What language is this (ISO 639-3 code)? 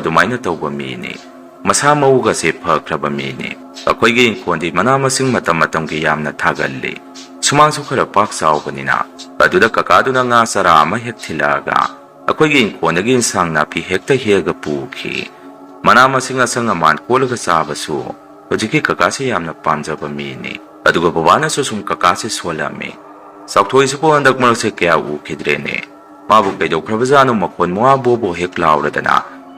mni